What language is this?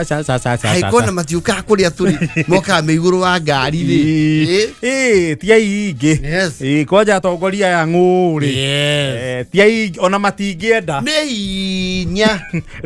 Kikuyu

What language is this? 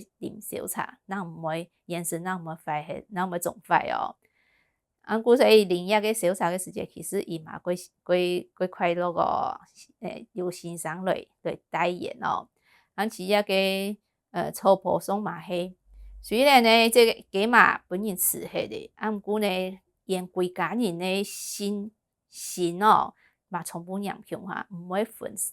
Hakka Chinese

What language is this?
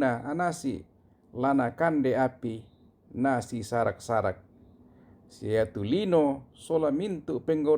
Toraja-Sa'dan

